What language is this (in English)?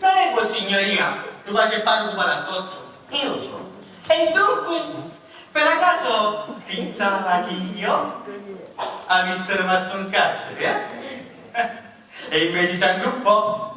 Sicilian